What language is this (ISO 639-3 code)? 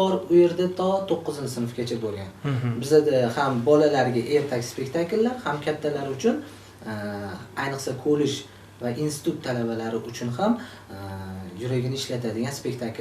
uzb